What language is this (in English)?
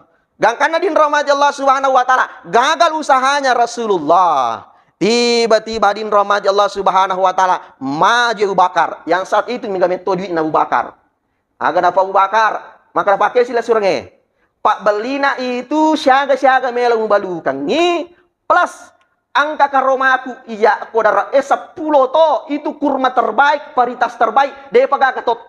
Buginese